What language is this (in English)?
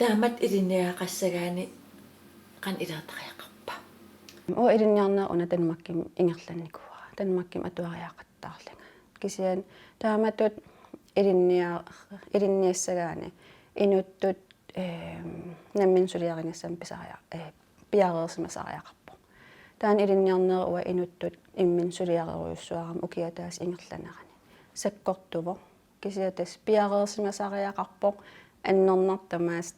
Kalaallisut